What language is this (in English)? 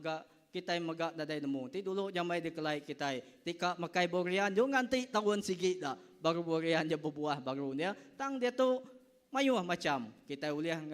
Iban